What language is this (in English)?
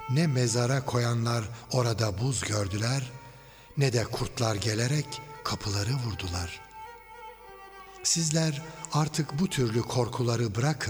Turkish